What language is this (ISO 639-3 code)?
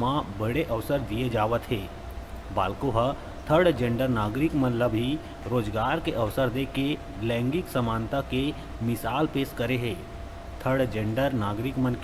hne